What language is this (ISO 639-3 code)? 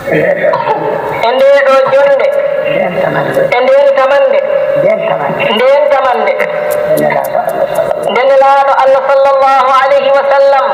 ful